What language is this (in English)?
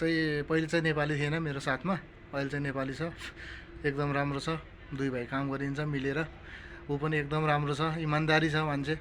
Nepali